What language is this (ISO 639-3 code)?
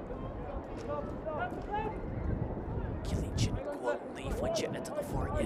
gle